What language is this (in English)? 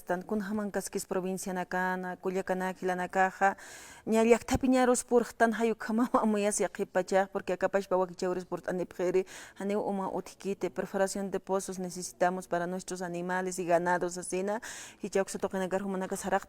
Aymara